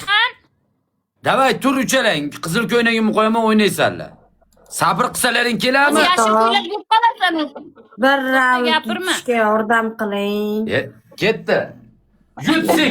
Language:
Uzbek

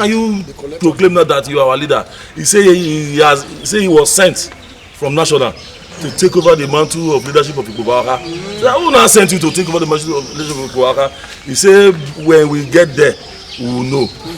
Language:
Nigerian Pidgin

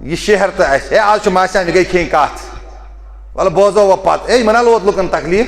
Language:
Kashmiri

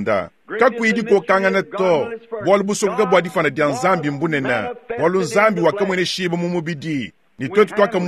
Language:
Luba-Lulua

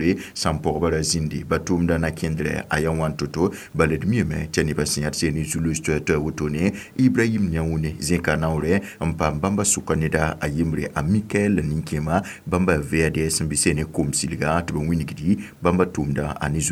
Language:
Mossi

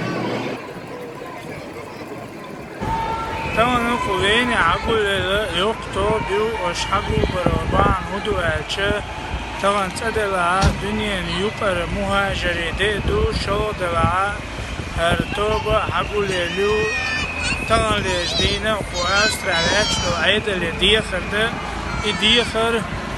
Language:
Chechen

